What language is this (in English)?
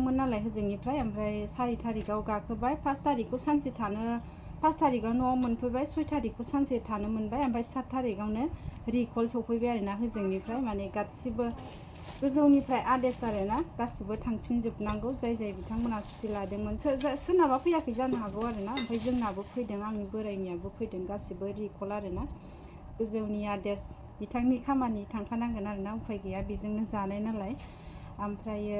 Bodo